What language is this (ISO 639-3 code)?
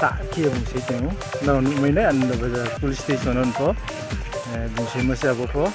ria